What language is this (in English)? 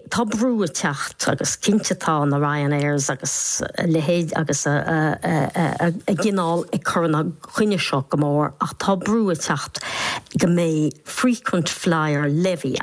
Irish